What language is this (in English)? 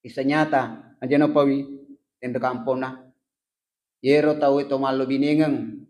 Buginese